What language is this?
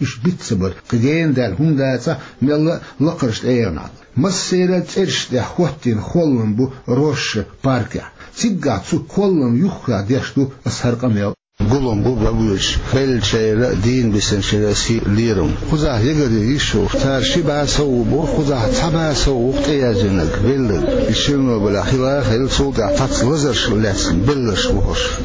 Chechen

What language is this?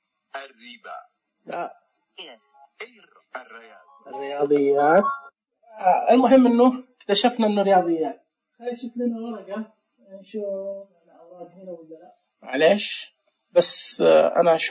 Najdi Arabic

